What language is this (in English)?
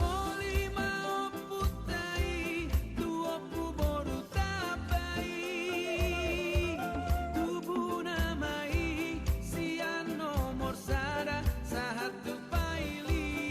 Batak Toba